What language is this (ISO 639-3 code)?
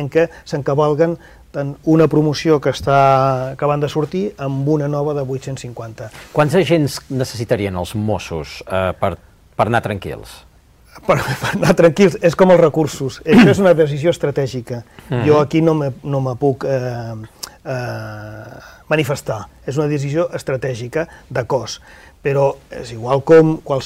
cat